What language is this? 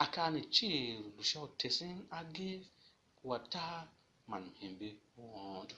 Tiv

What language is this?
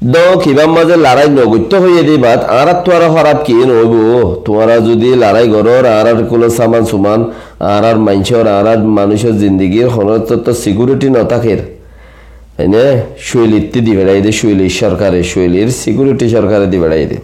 Rohingya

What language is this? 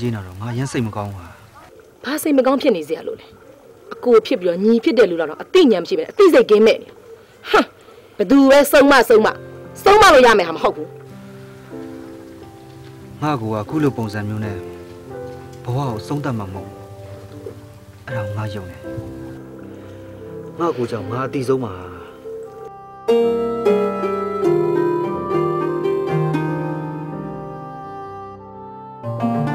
Burmese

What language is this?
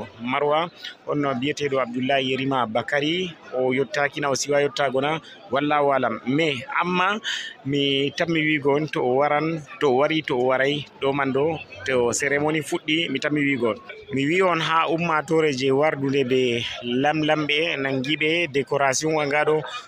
Fula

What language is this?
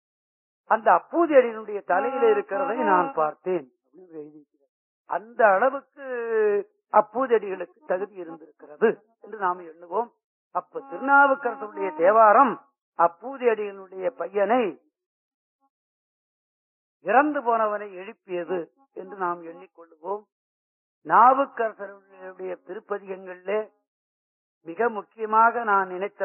Tamil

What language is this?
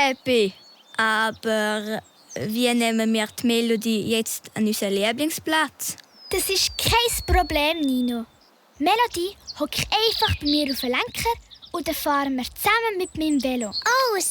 Swiss German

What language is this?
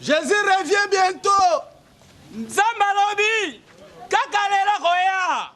Lingala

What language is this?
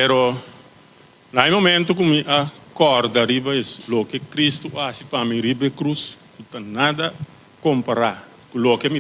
Papiamento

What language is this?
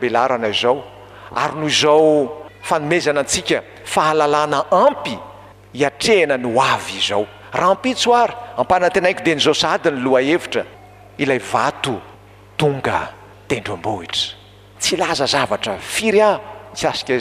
Malagasy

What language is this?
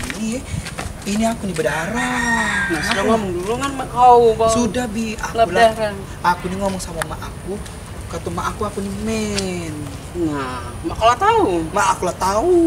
Musi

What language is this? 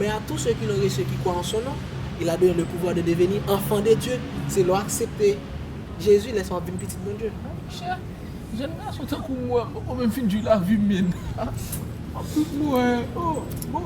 Haitian Creole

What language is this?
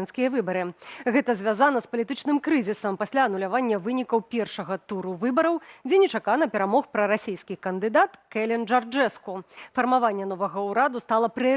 Belarusian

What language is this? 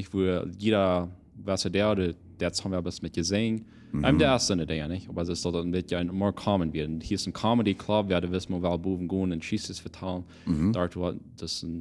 Plautdietsch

